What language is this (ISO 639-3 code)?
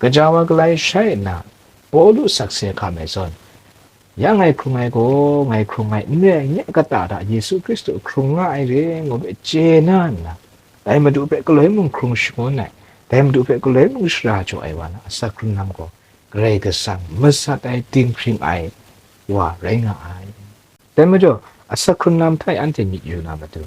kac